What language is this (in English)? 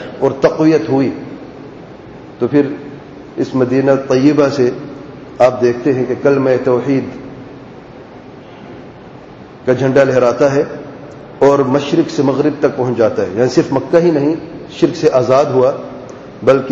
Urdu